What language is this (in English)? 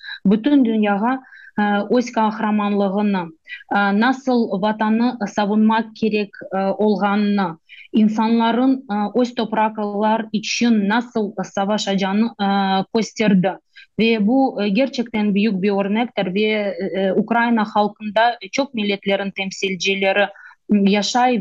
Crimean Tatar